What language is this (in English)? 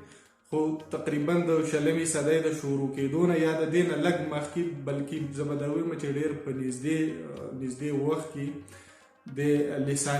Pashto